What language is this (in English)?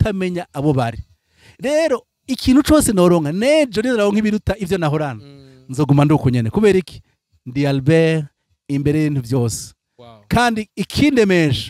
Rundi